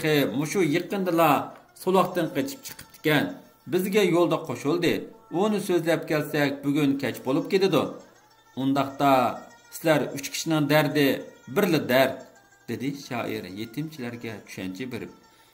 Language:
Uyghur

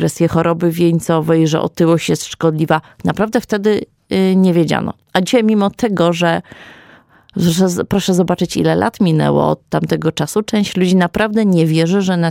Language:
Polish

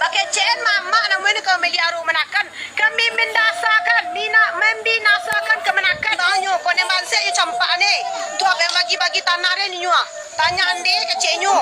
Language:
Minangkabau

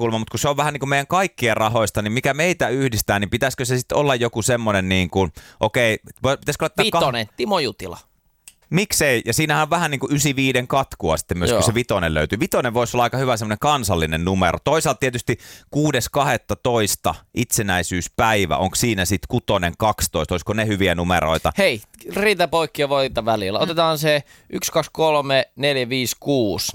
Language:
Finnish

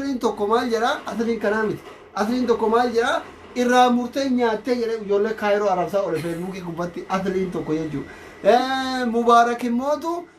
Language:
Oromo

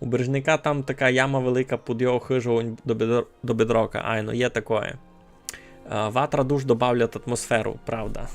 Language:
Rusyn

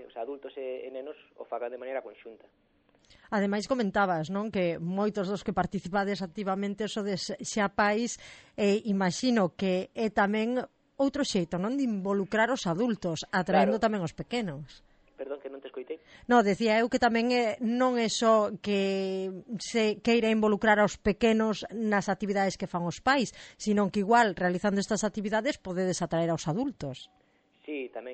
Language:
Galician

